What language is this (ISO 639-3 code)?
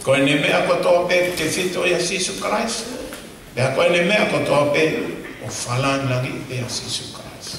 ton